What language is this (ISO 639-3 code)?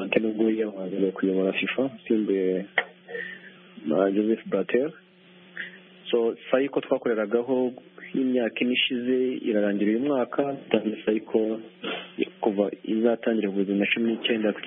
kin